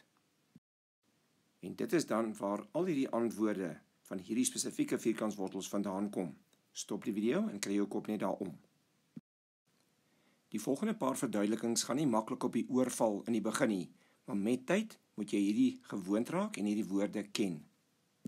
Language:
Afrikaans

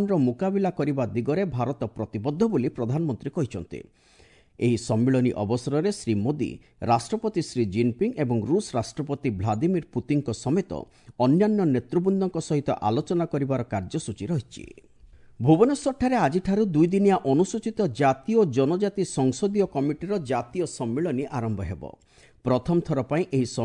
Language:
Odia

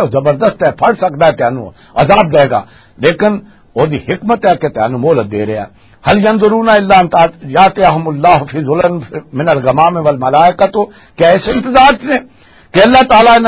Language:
Western Panjabi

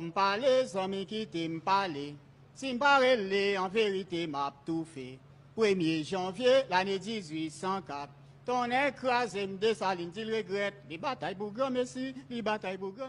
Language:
Haitian Creole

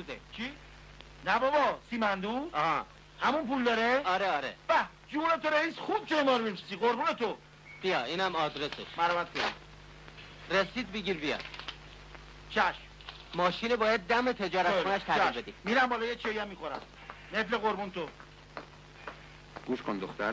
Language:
Persian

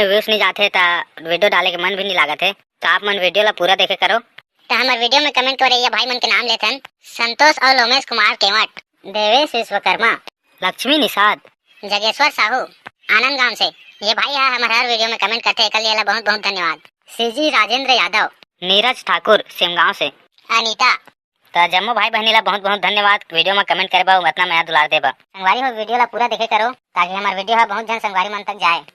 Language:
Chhattisgarhi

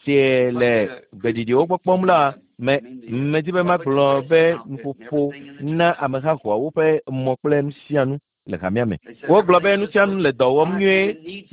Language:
Ewe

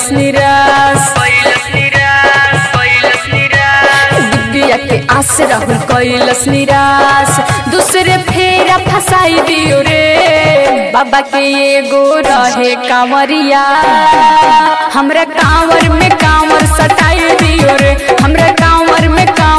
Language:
Bhojpuri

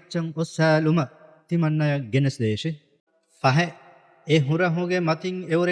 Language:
Divehi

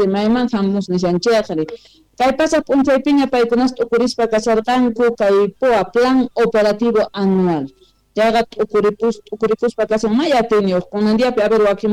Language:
Quechua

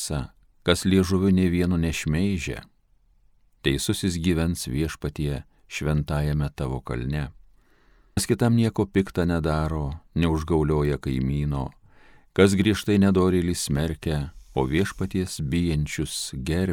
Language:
Lithuanian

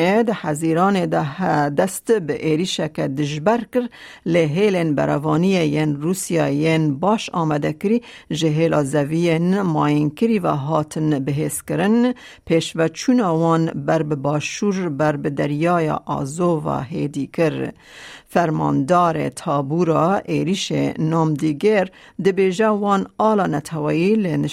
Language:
Kurdish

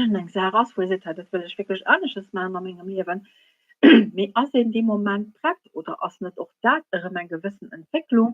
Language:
Luxembourgish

